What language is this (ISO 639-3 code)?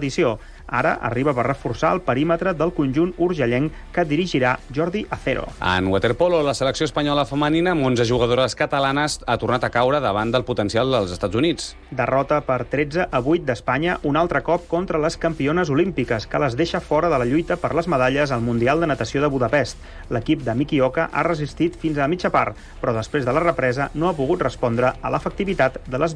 cat